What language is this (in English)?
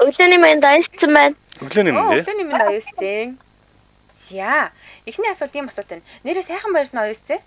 Mongolian